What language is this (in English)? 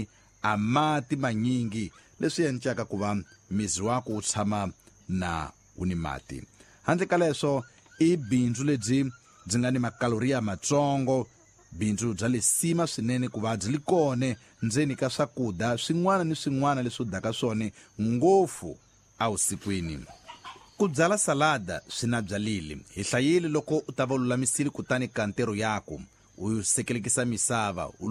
Tsonga